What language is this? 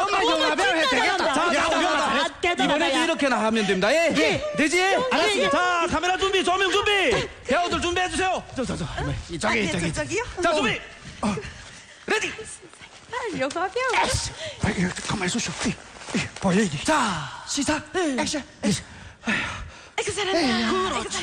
Korean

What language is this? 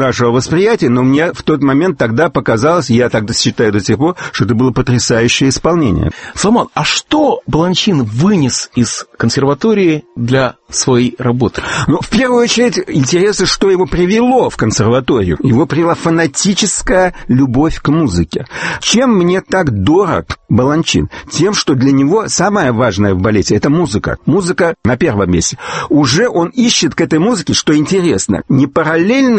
Russian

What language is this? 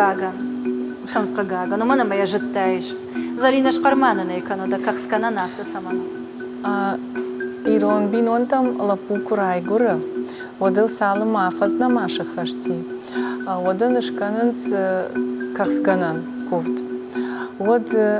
Ossetic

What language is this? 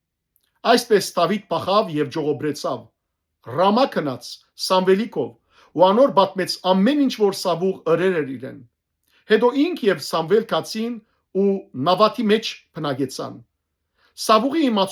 Western Armenian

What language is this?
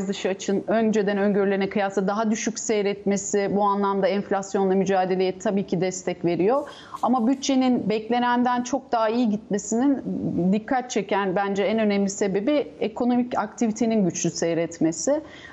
Turkish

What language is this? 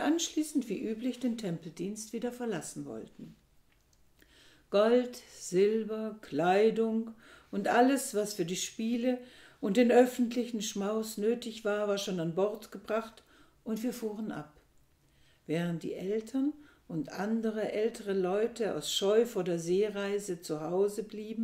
German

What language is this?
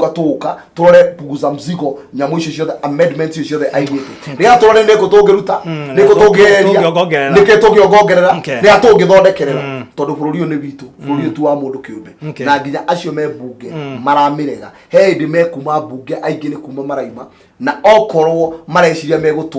Kikuyu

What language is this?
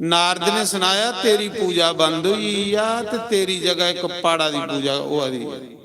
Dogri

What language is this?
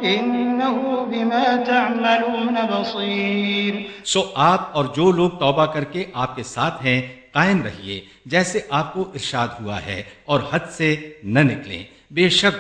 Urdu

